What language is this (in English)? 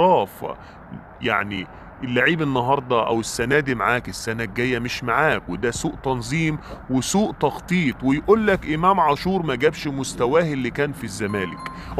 Egyptian Arabic